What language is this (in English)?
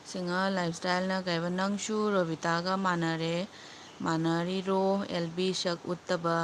Manipuri